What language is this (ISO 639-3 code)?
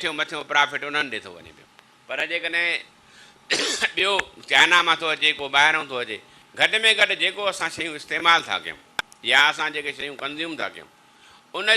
snd